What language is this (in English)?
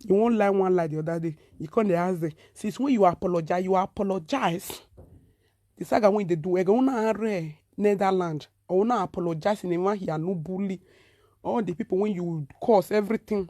Nigerian Pidgin